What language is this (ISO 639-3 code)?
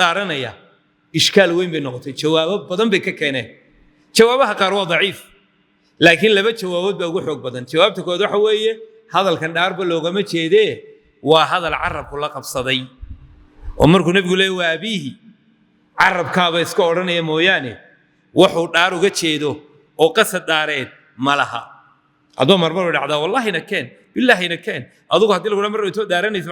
som